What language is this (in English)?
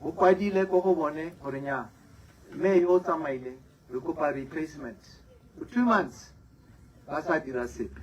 Tswana